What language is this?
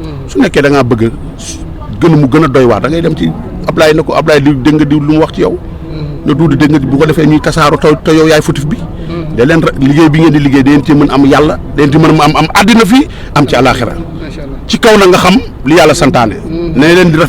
Wolof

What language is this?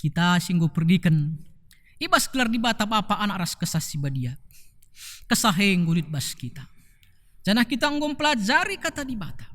Batak Karo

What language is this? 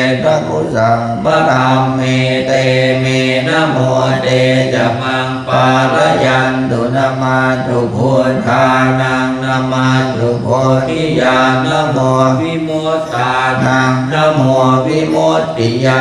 Pali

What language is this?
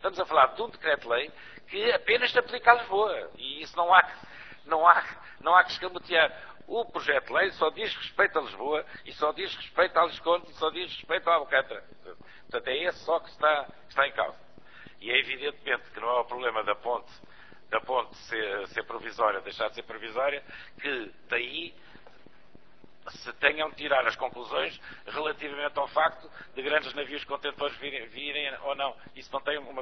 Portuguese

